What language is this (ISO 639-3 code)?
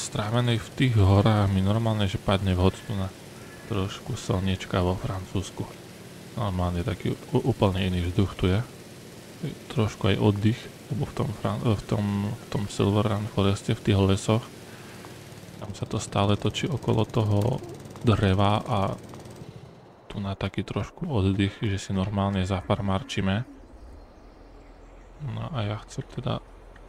slk